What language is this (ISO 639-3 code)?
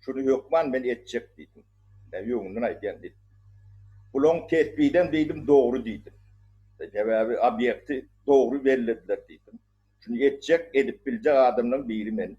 tuk